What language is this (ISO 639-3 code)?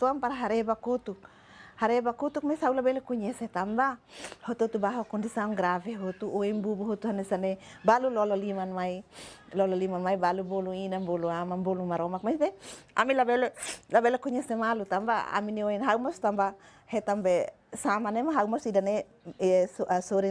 tet